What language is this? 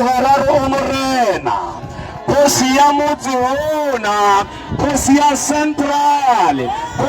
Tswana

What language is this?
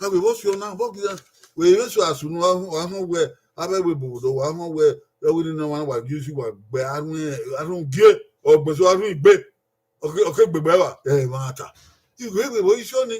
Bini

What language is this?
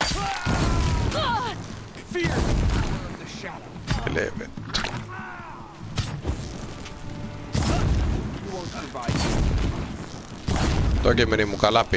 Finnish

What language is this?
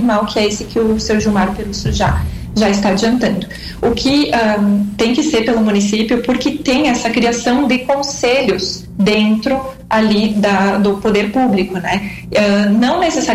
Portuguese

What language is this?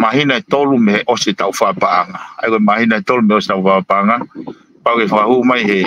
Tongan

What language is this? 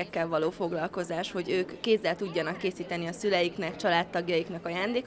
Hungarian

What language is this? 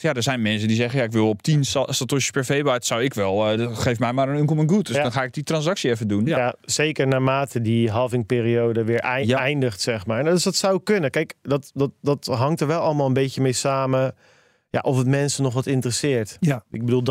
Dutch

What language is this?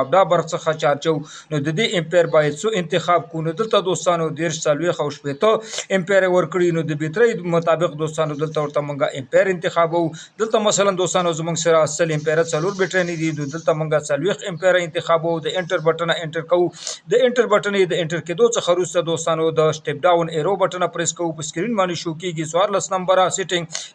Pashto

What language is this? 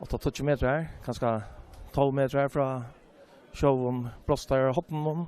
Faroese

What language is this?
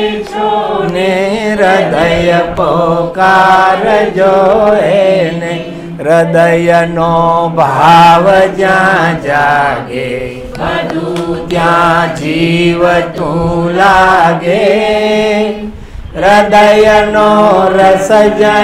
Gujarati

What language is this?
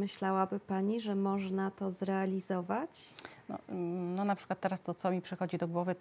Polish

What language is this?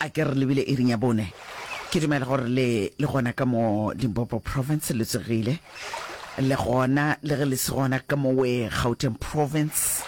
Northern Sotho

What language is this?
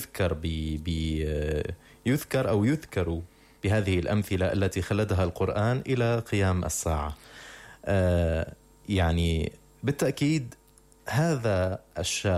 Arabic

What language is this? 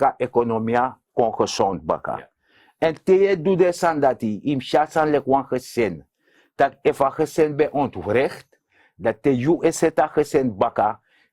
Sranan Tongo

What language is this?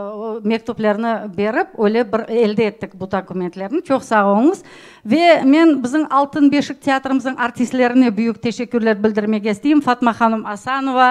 Crimean Tatar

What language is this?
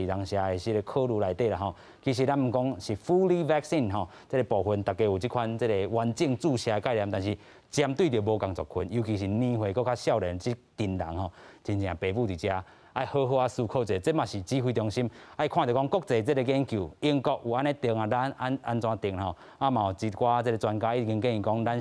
Min Nan Chinese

